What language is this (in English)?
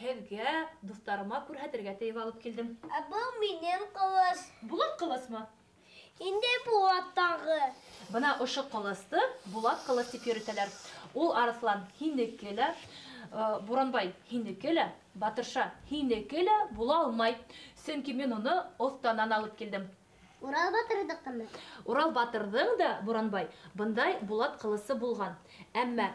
Bashkir